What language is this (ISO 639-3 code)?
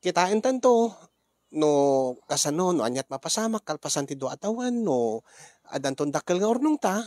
ilo